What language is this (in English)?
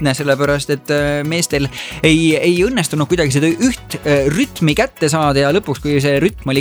Estonian